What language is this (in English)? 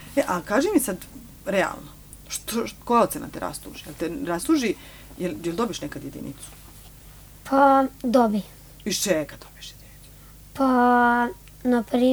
Serbian